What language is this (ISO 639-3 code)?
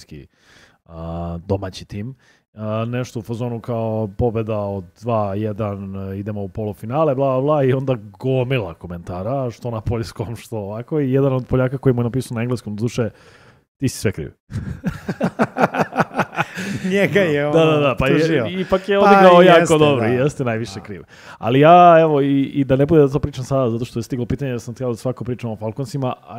srp